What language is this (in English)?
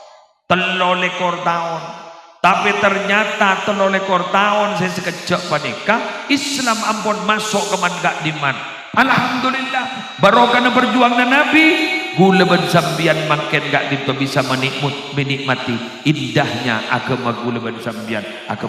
Madurese